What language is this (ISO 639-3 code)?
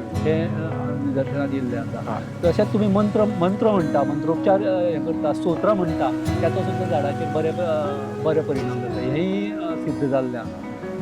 kok